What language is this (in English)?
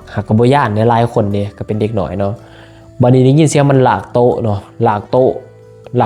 Lao